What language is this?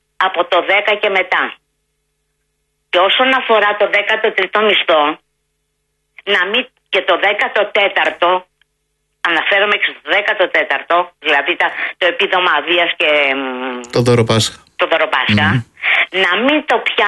Greek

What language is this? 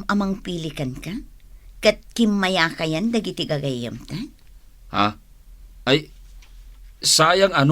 Iloko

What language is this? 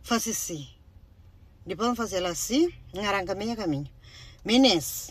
Kabuverdianu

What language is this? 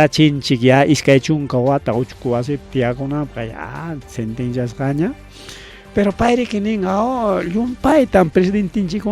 Ayacucho Quechua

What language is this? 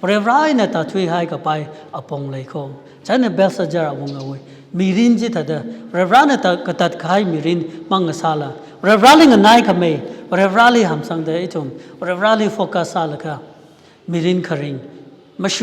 Tangkhul Naga (India)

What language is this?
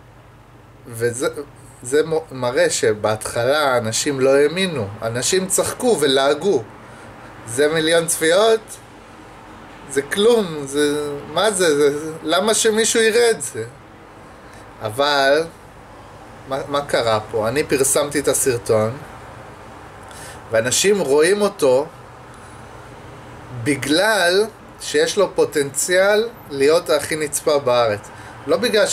Hebrew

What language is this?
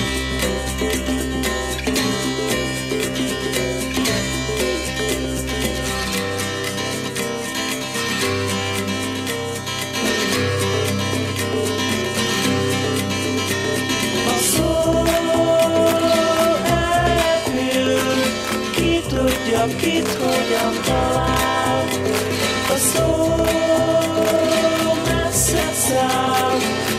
Hungarian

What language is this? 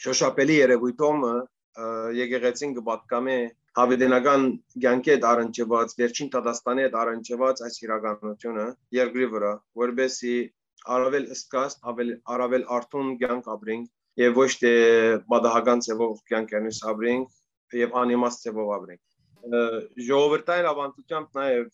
Western Armenian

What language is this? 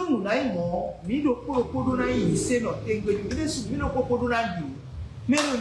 Fon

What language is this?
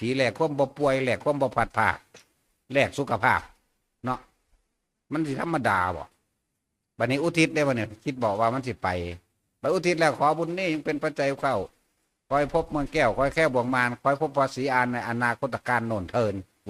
Northeastern Thai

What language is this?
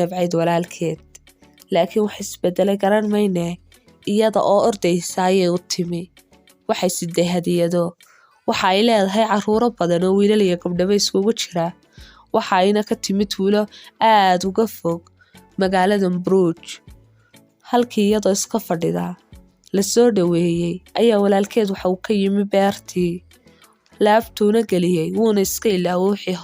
Somali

